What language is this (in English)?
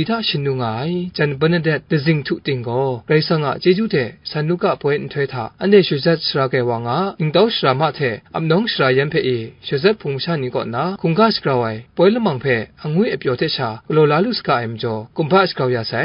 Kachin